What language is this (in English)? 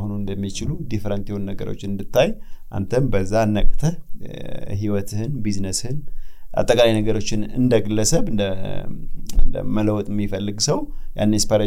Amharic